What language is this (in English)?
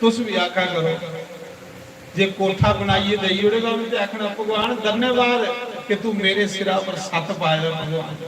Dogri